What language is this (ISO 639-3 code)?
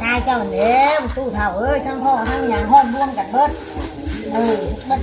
tts